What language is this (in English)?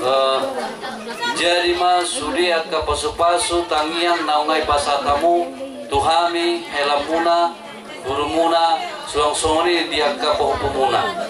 Batak Toba